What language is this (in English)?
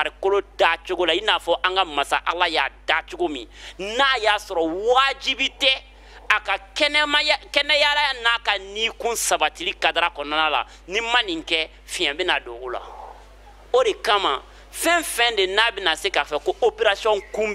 Bambara